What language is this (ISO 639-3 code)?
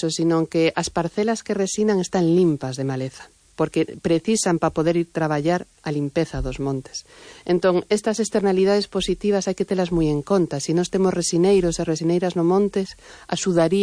glg